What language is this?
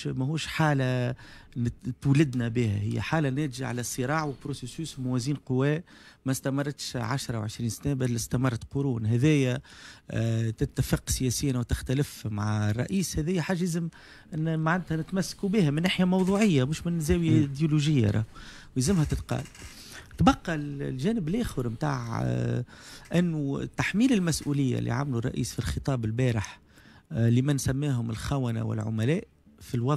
Tunisian Arabic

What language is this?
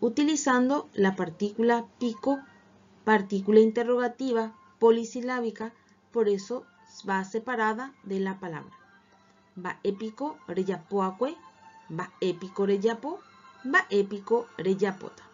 Guarani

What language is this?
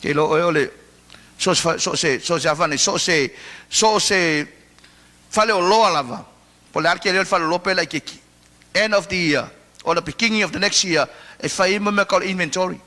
Samoan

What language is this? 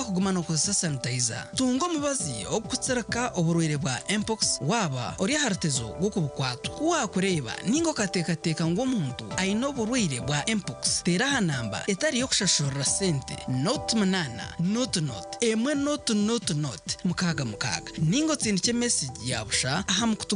Nyankole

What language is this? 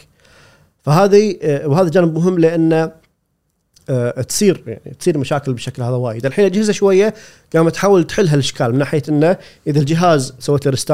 Gulf Arabic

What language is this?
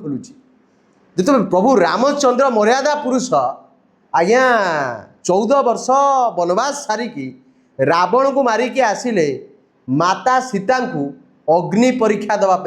Odia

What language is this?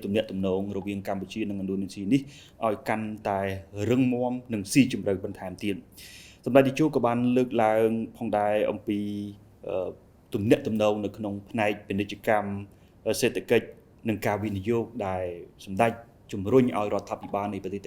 Khmer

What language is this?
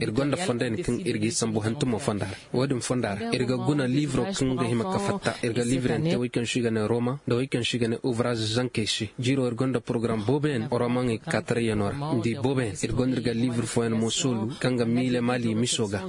Koyraboro Senni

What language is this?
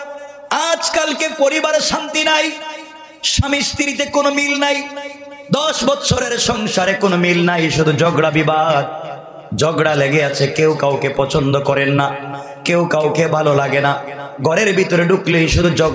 Bangla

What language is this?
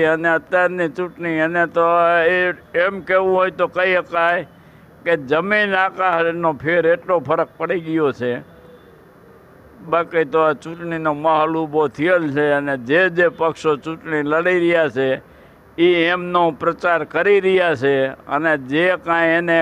Gujarati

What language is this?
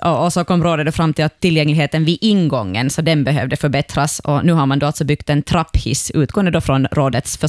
Swedish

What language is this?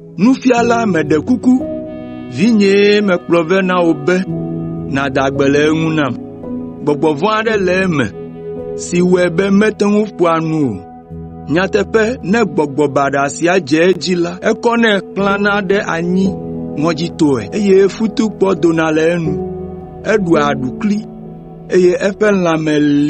Ewe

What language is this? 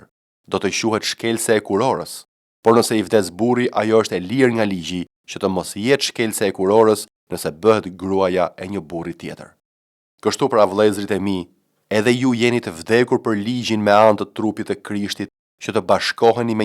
Albanian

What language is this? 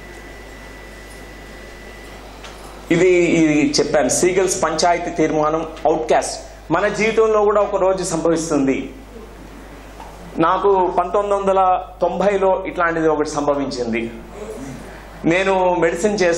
Telugu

